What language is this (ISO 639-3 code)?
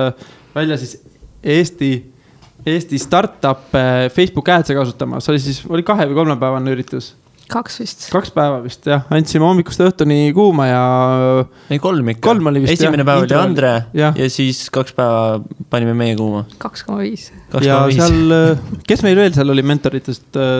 est